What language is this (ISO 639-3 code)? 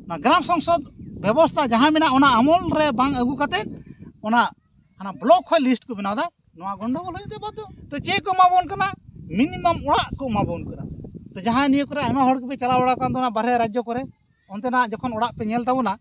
sat